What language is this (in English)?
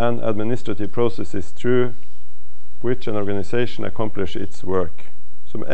Norwegian